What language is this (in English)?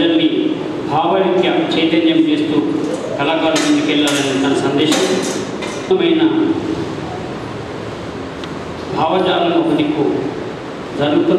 Telugu